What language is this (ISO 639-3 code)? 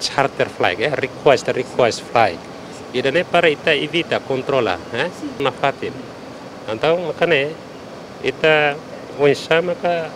tet